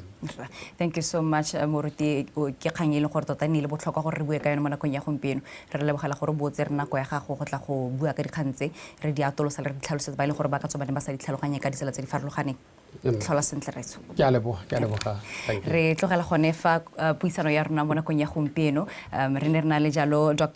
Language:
Tswana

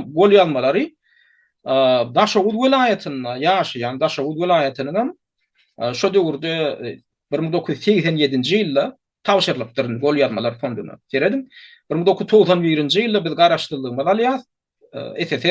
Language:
Turkmen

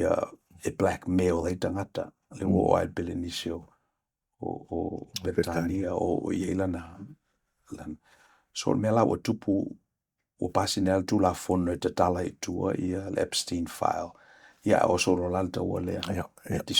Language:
Samoan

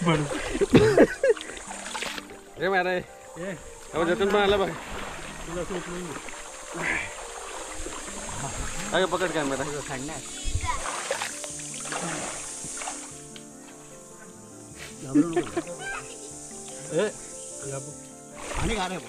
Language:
Marathi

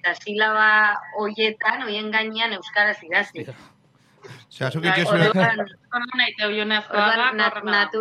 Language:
Basque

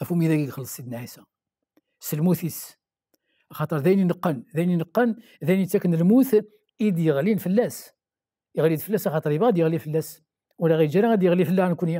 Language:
Kabyle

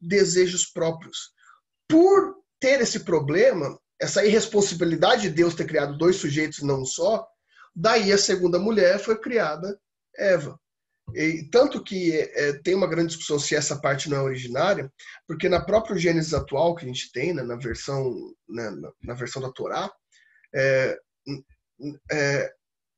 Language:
Portuguese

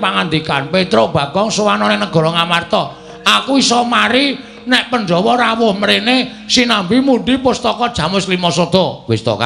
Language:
Javanese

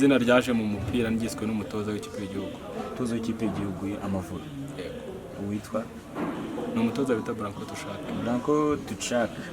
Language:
Kinyarwanda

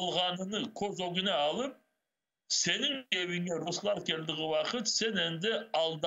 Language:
Crimean Tatar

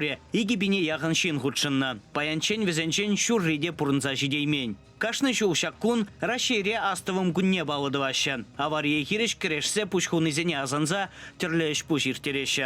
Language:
Chuvash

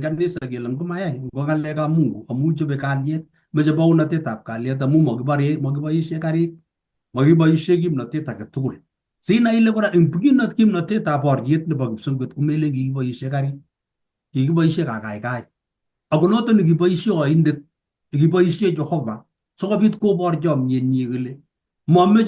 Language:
Kalenjin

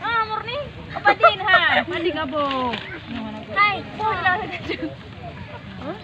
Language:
Achinese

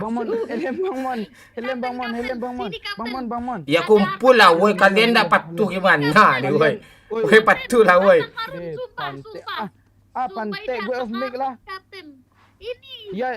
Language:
Minangkabau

